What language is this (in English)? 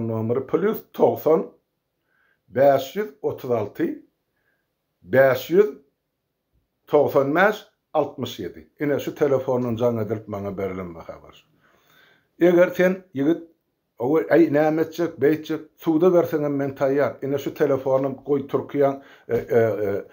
Turkmen